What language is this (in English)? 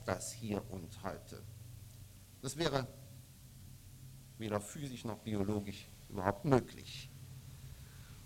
German